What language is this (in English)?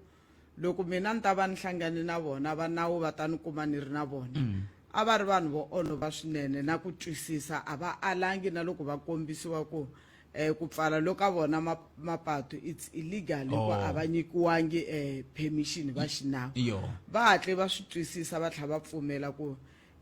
Tsonga